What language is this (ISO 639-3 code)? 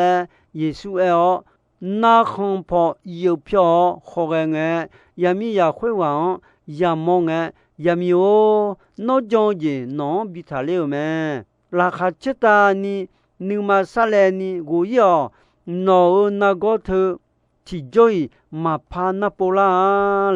ahk